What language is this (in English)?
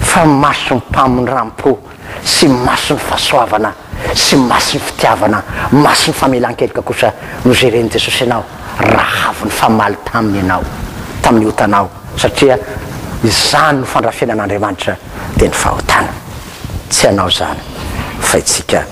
Malagasy